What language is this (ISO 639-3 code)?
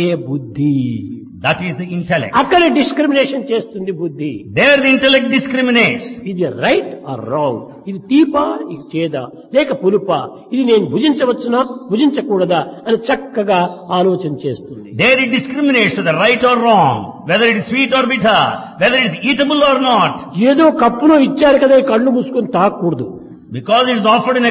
tel